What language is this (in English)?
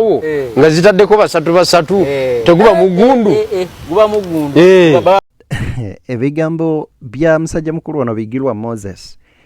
Ganda